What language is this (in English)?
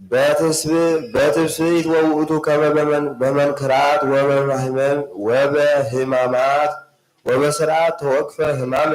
Geez